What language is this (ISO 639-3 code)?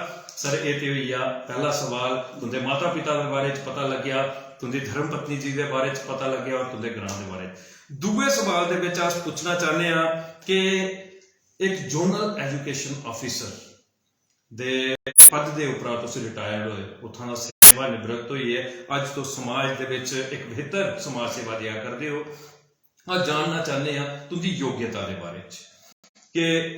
doi